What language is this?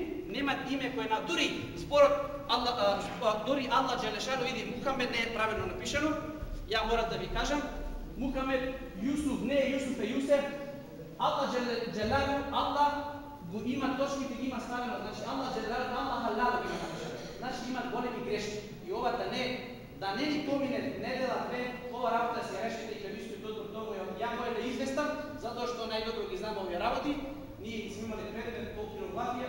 Macedonian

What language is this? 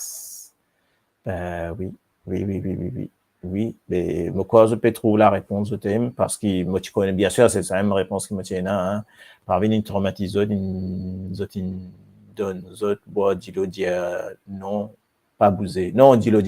Morisyen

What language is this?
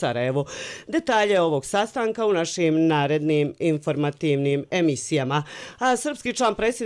Croatian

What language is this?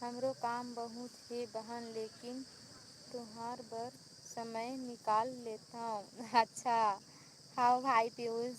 Chhattisgarhi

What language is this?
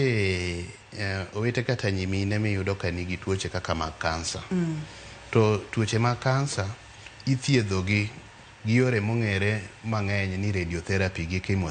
Luo (Kenya and Tanzania)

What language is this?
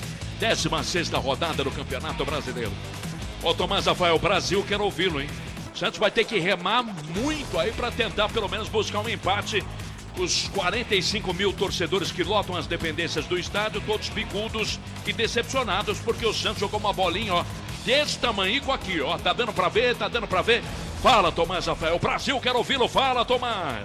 Portuguese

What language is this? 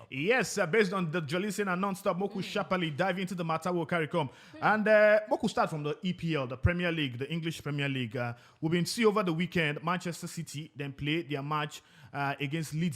Nigerian Pidgin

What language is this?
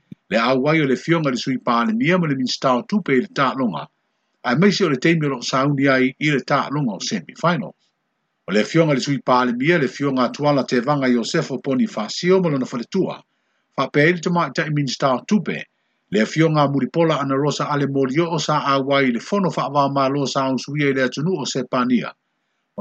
Samoan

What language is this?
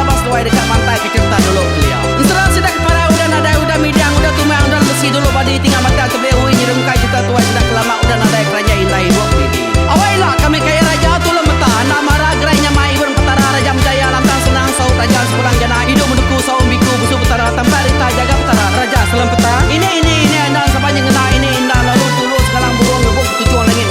Iban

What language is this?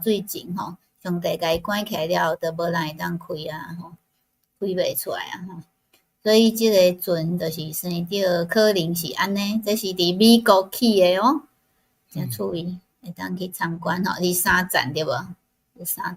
Min Nan Chinese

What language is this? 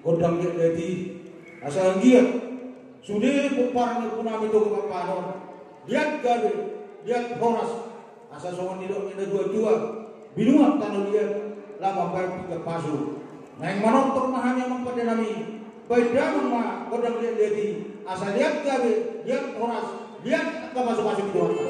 Batak Toba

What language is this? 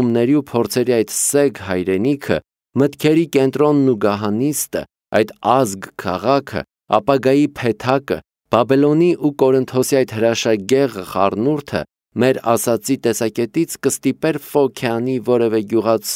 Armenian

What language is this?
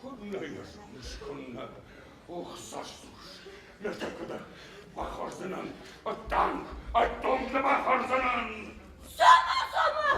Ossetic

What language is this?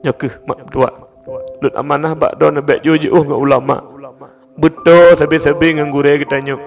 Achinese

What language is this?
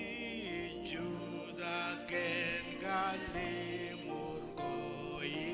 Marshallese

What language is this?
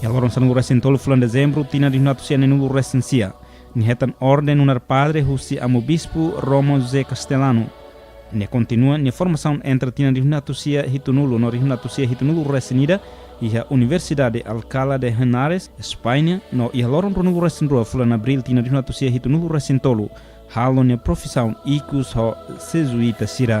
Tetum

